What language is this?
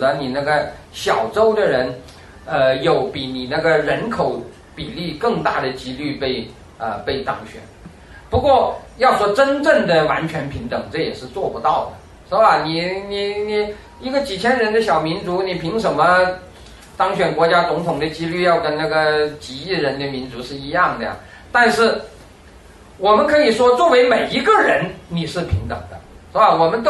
Chinese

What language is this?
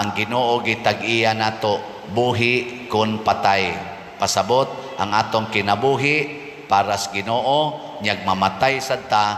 Cebuano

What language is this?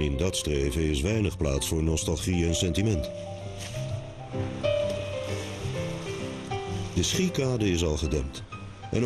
Dutch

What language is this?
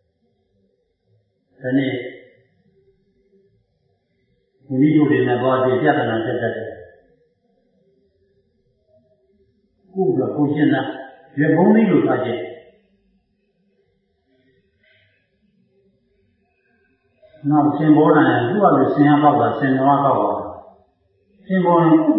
Burmese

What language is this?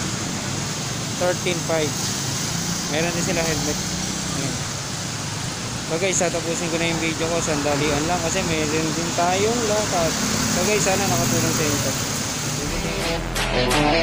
Filipino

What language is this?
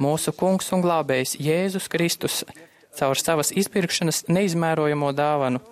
Latvian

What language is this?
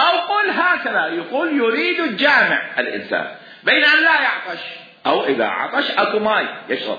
Mesopotamian Arabic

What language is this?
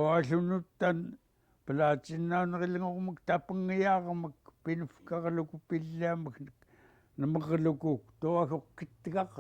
Central Yupik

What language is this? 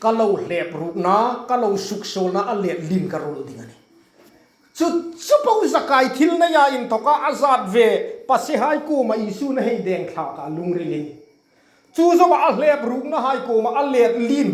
Hmar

